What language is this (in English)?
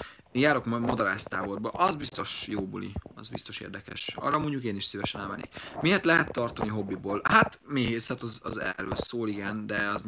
Hungarian